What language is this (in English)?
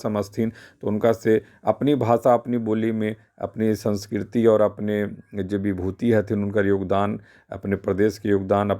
Magahi